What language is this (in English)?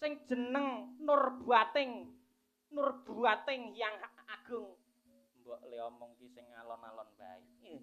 Javanese